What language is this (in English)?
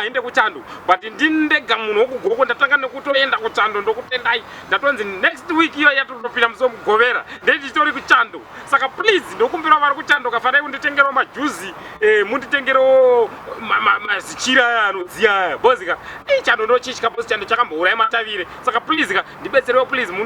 Shona